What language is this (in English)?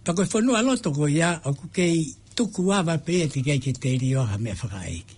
Tongan